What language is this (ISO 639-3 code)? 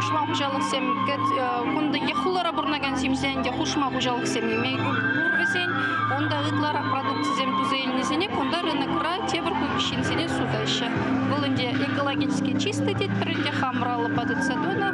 chv